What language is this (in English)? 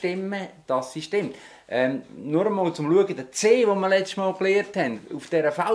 Swiss German